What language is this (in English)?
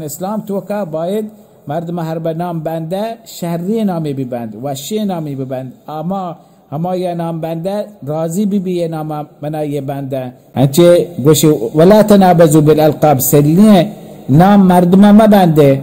Baluchi